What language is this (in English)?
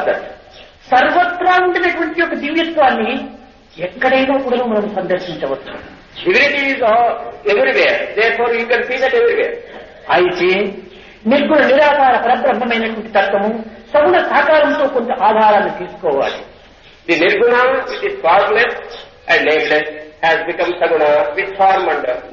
Telugu